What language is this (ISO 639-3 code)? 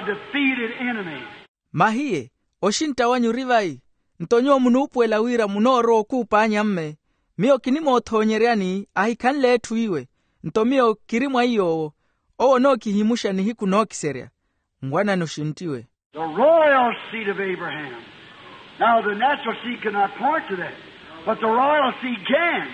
vmw